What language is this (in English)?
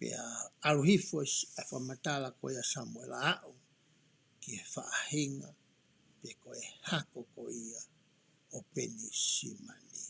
Tongan